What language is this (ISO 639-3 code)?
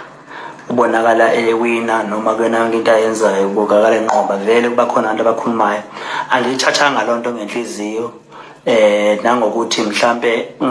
zul